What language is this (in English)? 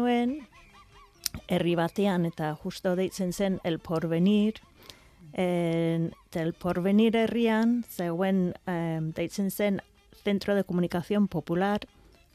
Basque